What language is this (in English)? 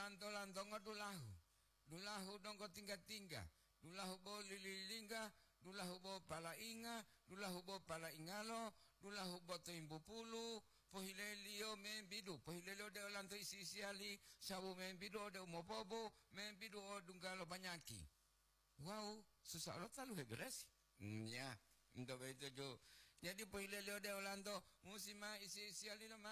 Gorontalo